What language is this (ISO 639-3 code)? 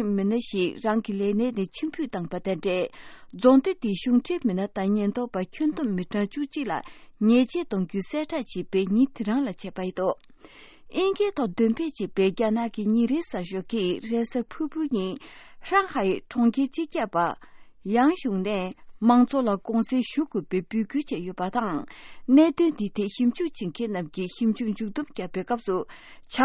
bod